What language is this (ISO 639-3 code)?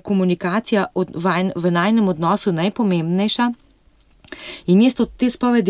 slv